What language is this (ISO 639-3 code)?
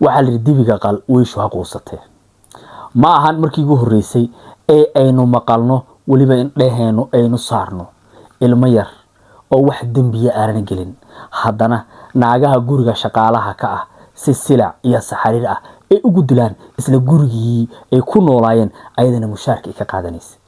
som